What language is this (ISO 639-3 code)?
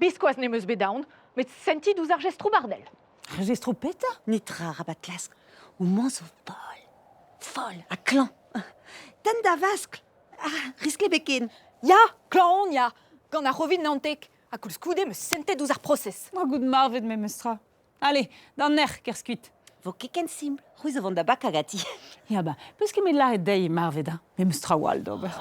bre